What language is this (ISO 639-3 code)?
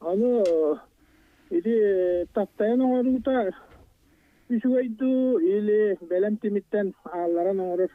sah